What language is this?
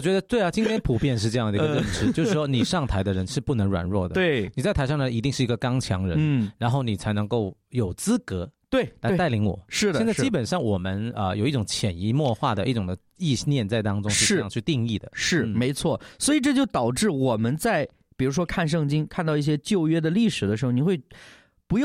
Chinese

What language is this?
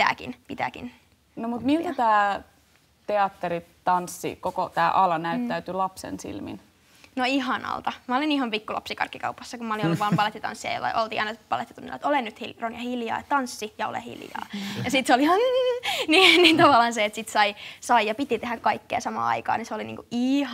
Finnish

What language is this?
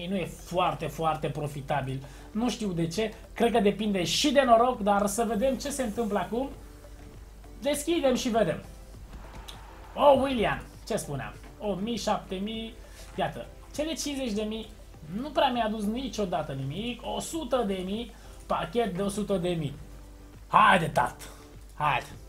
Romanian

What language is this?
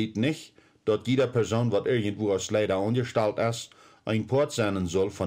Plautdietsch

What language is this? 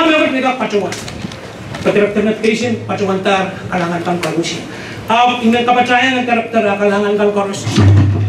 Pohnpeian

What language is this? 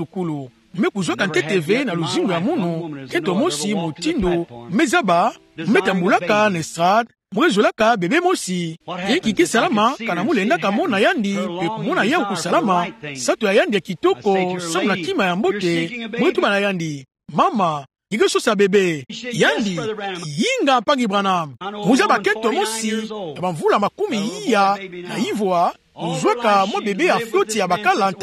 Kituba (Democratic Republic of Congo)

